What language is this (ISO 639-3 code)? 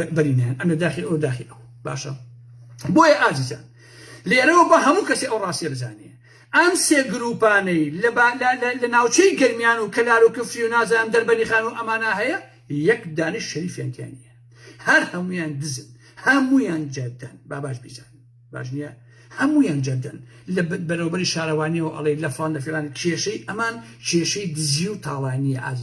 ckb